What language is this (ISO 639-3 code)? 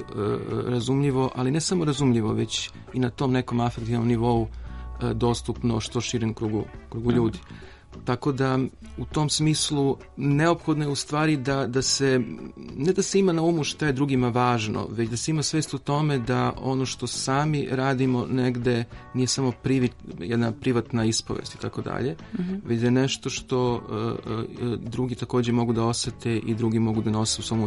srp